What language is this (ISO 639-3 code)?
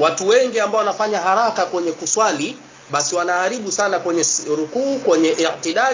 swa